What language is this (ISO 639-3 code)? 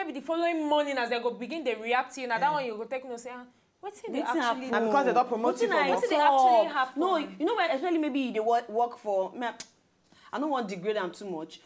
pcm